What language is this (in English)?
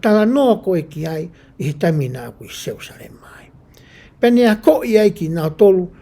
Tongan